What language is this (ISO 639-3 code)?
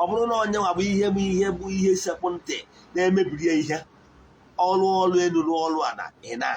ibo